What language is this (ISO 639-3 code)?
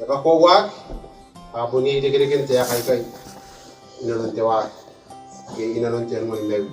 gil